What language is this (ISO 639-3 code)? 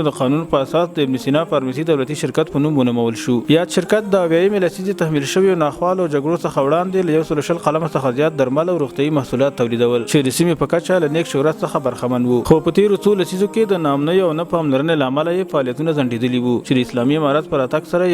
pus